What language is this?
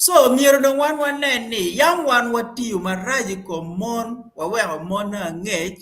Acoli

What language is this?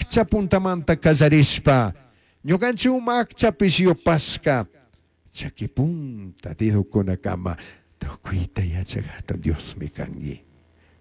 Chimborazo Highland Quichua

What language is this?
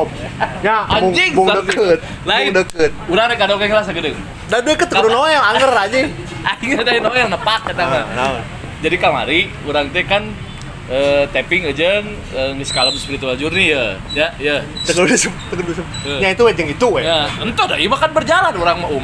Sundanese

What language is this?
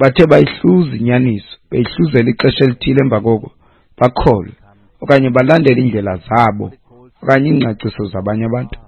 Xhosa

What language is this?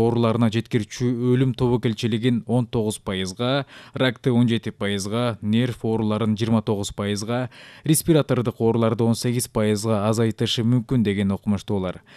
Kyrgyz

